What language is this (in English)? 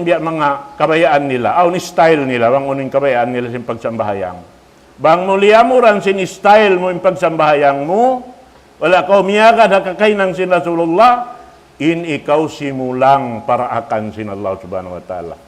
Tausug